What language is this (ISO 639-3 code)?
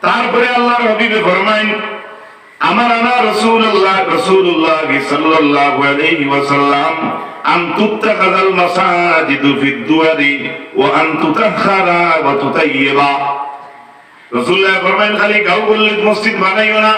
syl